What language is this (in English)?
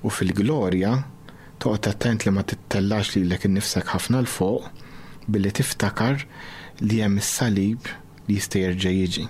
Maltese